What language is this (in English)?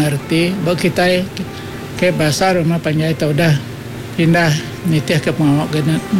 Iban